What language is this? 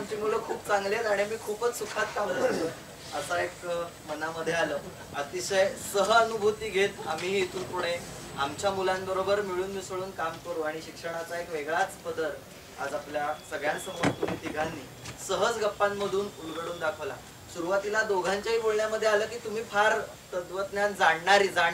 Marathi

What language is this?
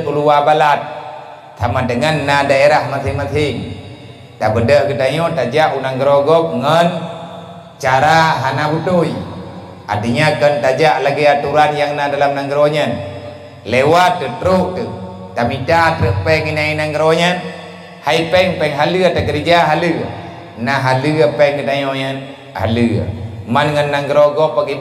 Achinese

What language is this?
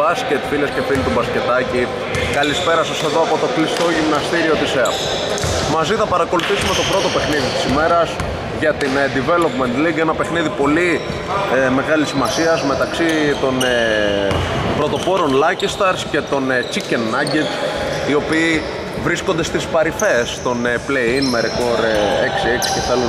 Greek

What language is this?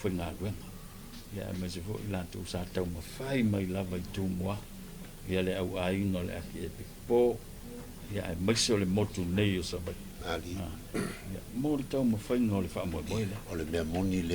Samoan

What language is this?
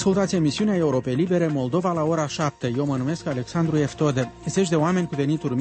Romanian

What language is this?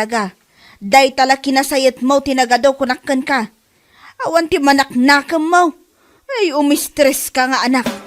Iloko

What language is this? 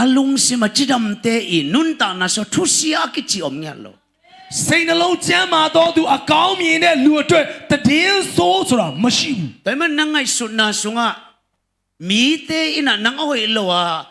Tedim Chin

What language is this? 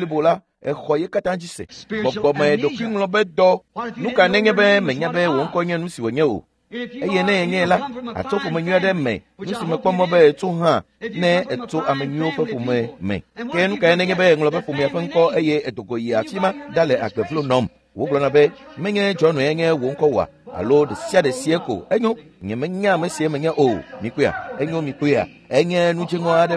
Ewe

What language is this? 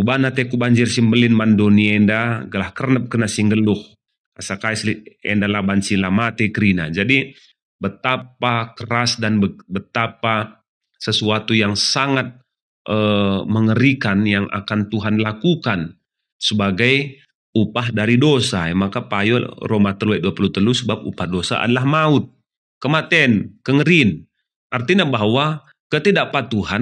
Batak Karo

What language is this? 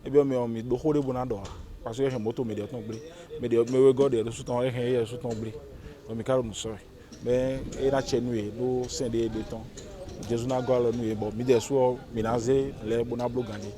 Fon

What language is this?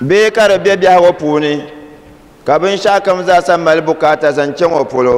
Dagbani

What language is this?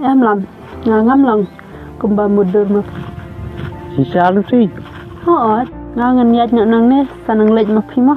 Khasi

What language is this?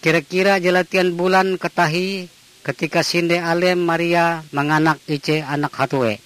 Ngaju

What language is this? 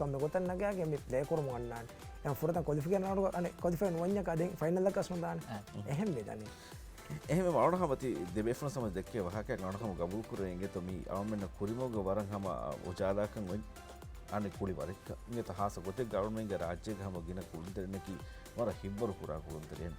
Divehi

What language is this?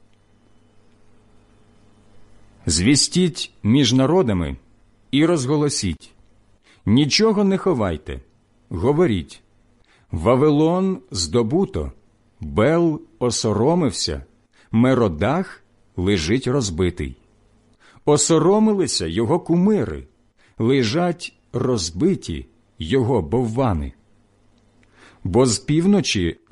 Ukrainian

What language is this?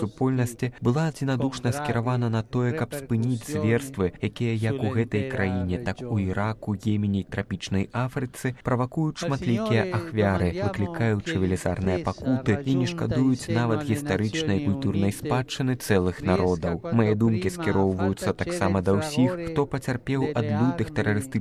Belarusian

